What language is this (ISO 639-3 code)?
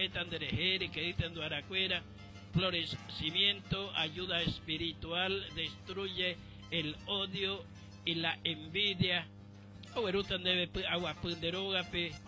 grn